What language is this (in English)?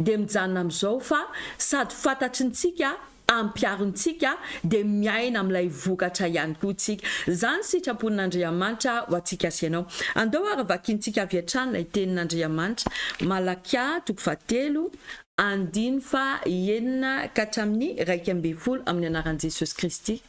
Malagasy